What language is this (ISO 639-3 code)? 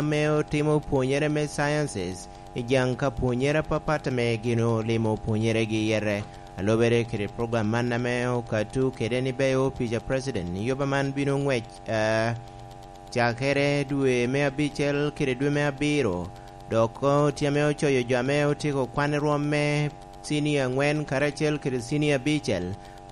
laj